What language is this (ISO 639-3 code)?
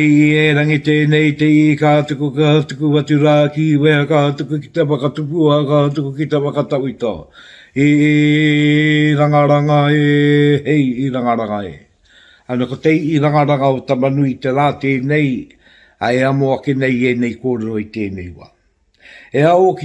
mri